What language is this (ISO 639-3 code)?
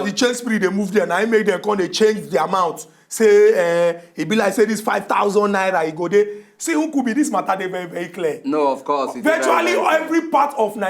pcm